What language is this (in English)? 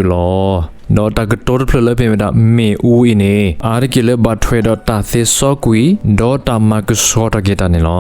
S'gaw Karen